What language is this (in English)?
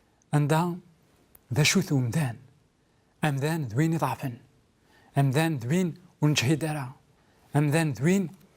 Kabyle